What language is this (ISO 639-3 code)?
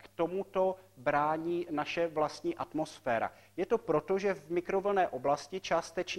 ces